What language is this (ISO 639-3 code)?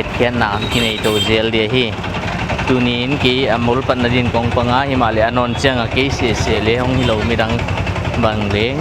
pck